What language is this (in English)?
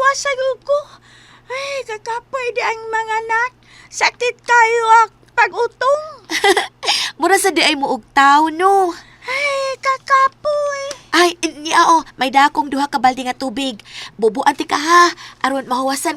Cebuano